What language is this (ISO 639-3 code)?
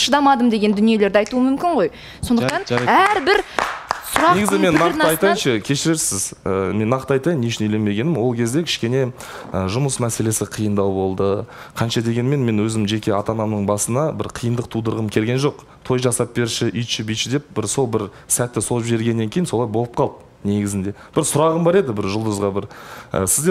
kaz